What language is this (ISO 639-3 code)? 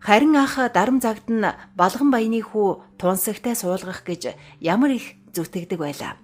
mon